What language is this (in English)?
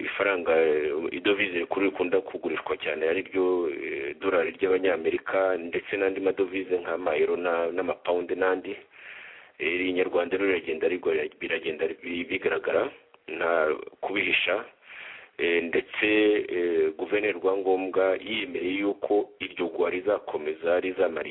Kinyarwanda